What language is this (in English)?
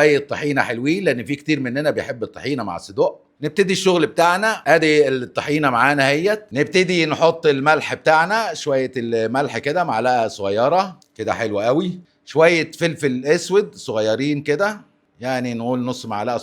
Egyptian Arabic